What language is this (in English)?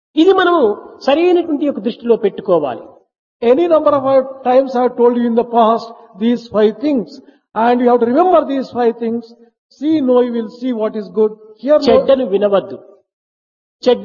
Telugu